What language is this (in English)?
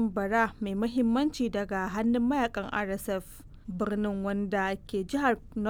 Hausa